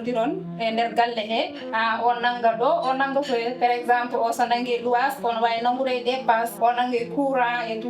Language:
Fula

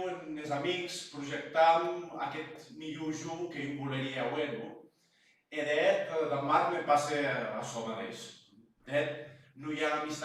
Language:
Occitan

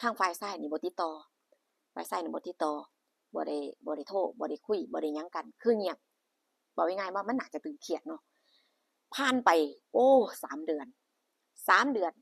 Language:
Northeastern Thai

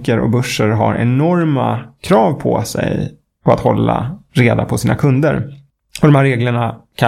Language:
Swedish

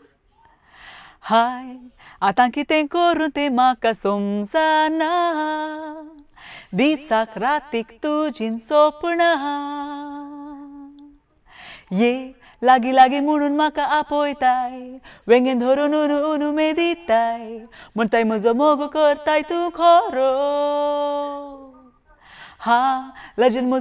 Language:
Konkani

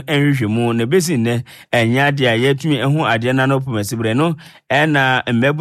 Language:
Akan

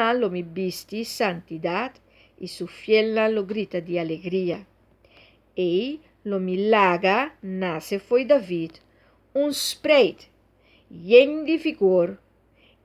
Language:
Papiamento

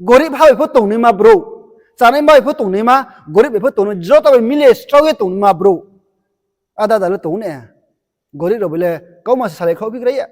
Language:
Riang (India)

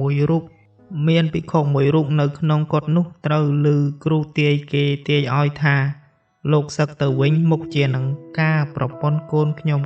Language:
Khmer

